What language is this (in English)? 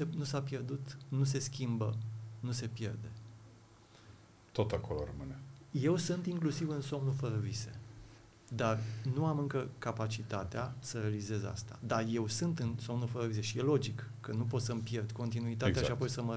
Romanian